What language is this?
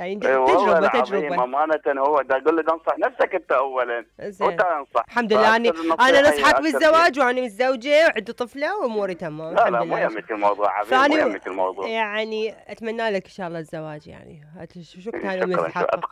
Mesopotamian Arabic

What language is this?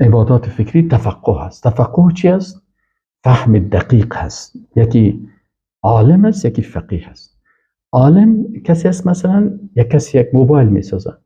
Persian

